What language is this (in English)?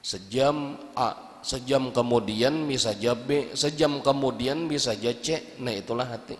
Banjar